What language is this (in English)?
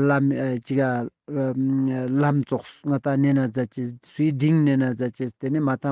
Ladakhi